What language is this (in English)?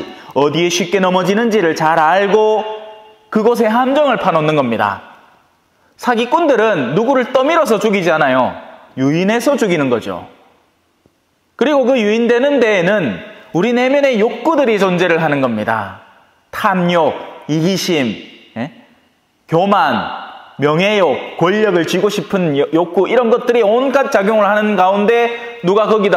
Korean